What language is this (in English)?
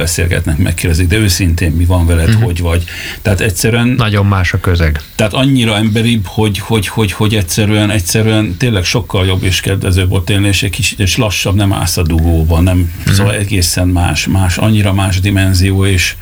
Hungarian